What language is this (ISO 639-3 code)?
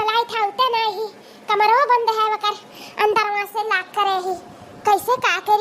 awa